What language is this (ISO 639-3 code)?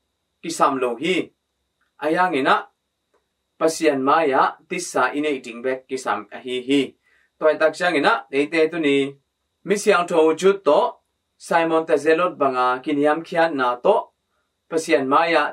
ctd